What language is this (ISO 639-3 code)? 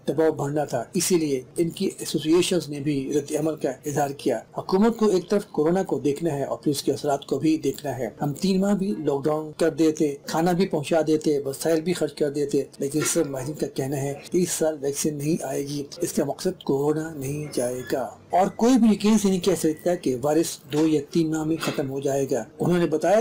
urd